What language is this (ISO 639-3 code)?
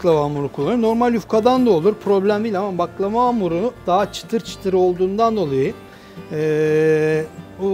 tur